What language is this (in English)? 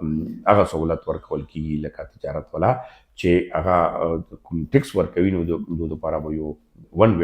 Pashto